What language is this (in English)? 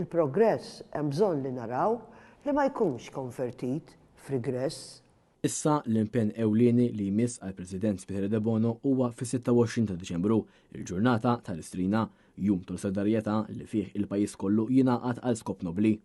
Maltese